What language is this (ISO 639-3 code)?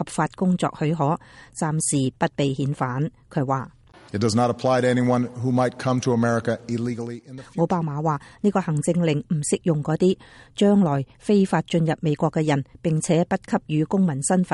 yue